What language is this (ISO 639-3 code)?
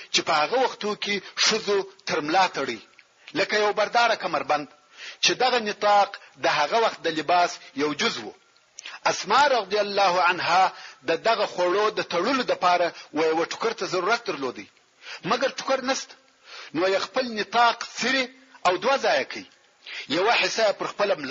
pus